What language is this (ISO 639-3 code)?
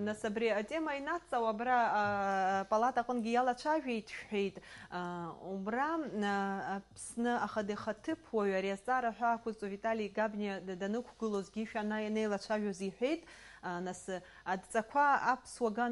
abk